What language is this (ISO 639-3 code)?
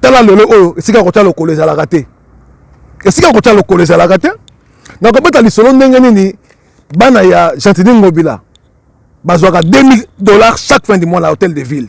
lin